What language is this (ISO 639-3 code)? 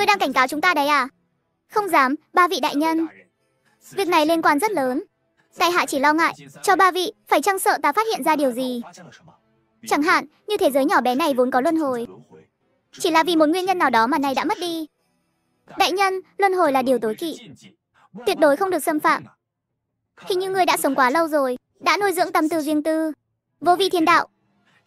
vie